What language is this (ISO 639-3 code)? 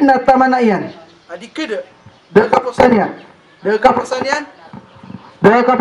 mrw